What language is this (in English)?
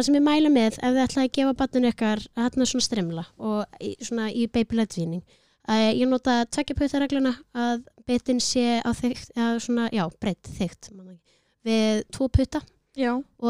Icelandic